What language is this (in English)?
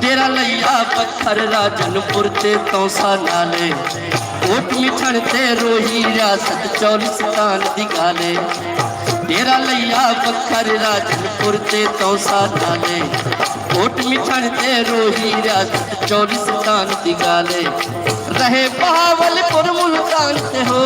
Saraiki